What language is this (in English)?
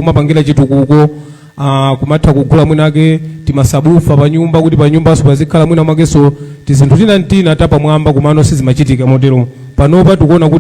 Nyanja